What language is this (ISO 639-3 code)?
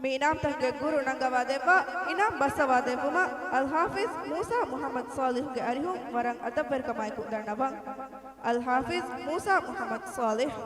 div